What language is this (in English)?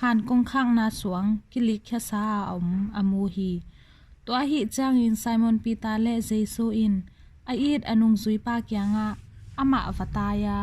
Tedim Chin